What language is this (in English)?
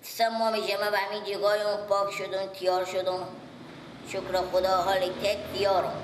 Persian